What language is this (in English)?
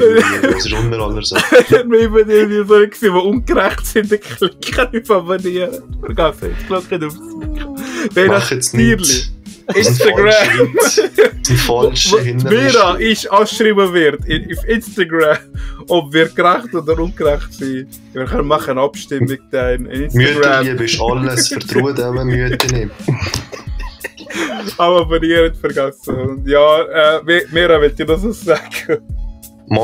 Swiss German